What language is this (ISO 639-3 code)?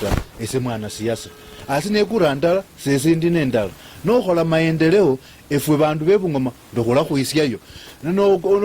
luy